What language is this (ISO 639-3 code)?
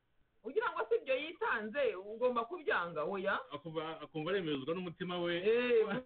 kin